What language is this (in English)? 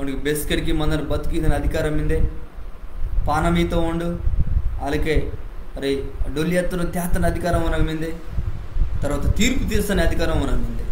Koya